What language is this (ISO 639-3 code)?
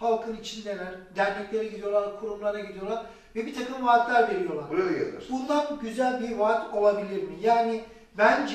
tur